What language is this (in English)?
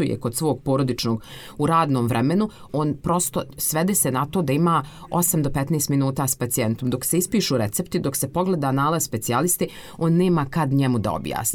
Croatian